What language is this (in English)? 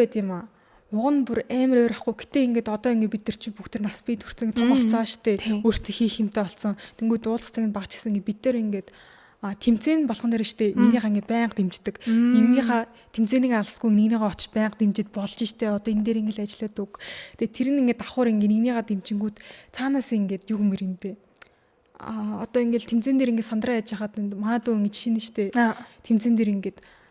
Mongolian